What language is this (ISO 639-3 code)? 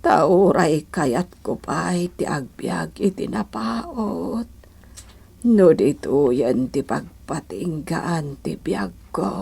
ilo